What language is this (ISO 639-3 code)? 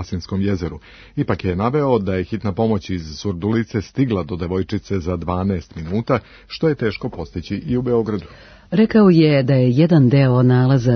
srp